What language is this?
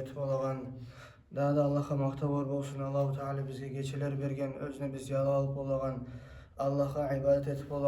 Kumyk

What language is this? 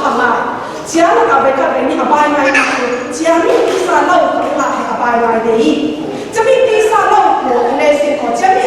Falam Chin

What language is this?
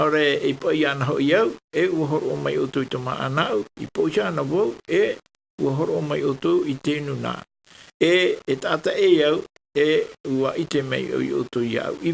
Tahitian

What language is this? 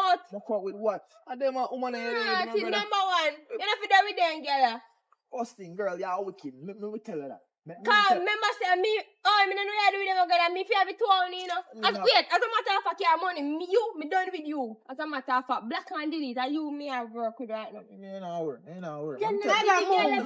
Jamaican Creole English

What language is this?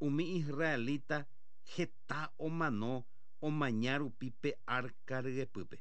Guarani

